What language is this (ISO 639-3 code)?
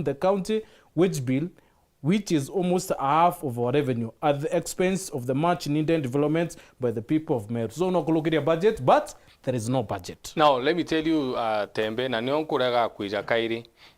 mer